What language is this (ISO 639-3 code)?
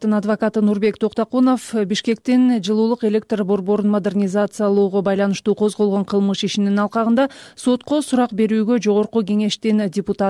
kir